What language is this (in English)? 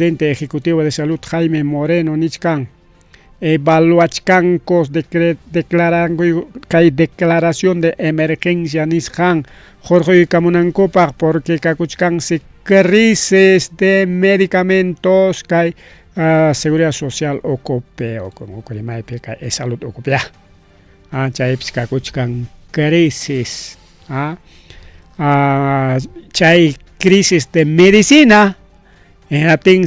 Ayacucho Quechua